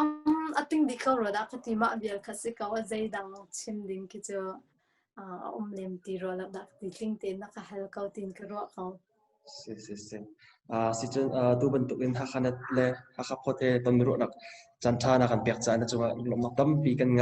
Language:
Hakha Chin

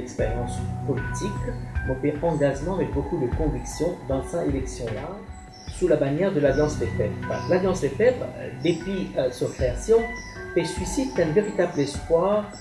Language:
Morisyen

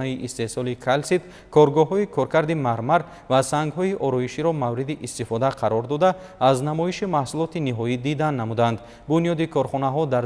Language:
Tajik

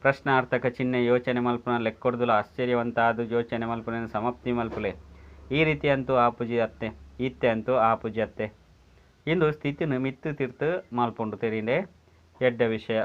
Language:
Tulu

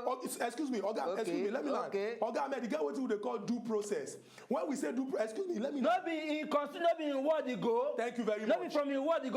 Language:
Nigerian Pidgin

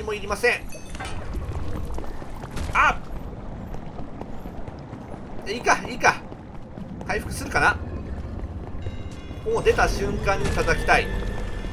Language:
Japanese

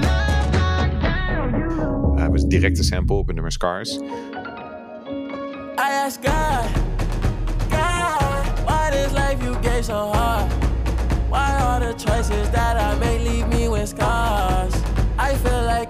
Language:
Dutch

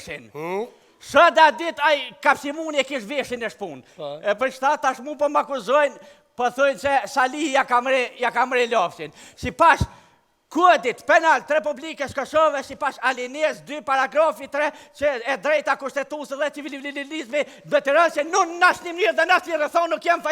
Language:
Albanian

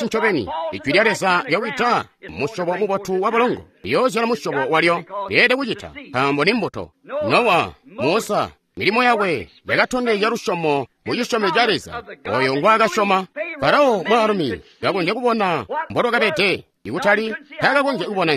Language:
Tonga (Zambia)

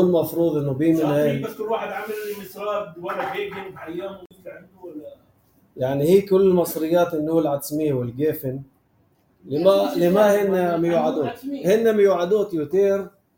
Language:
North Levantine Arabic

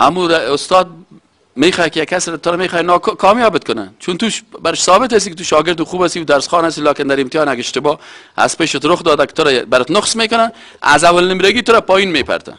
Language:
Persian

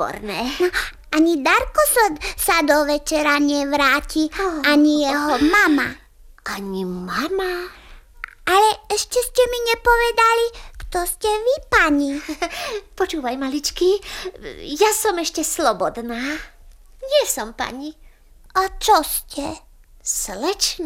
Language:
Slovak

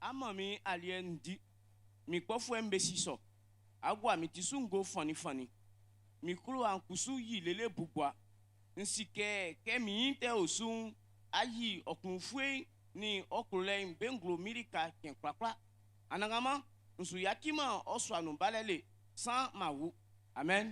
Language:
Baoulé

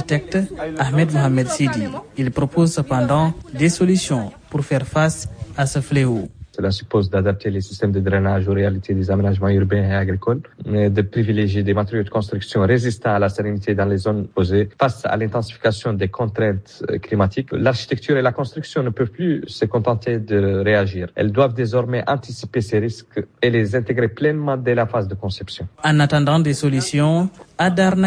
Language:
French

